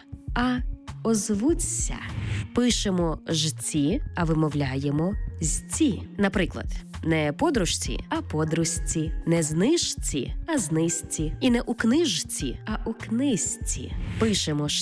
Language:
Ukrainian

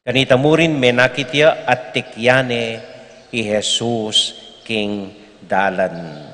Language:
Pampanga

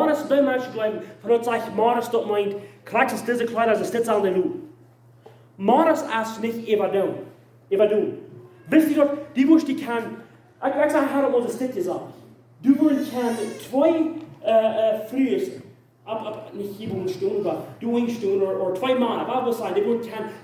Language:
Plautdietsch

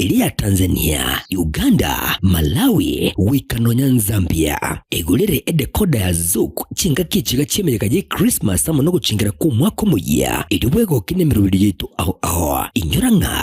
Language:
Gusii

